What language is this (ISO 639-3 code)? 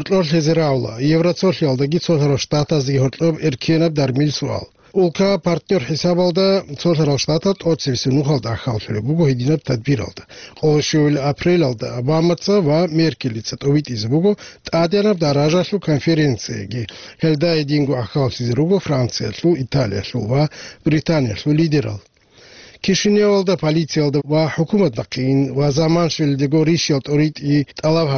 ava